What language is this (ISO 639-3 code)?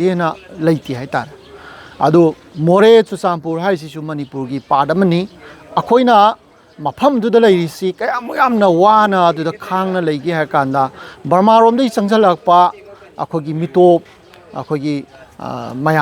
mni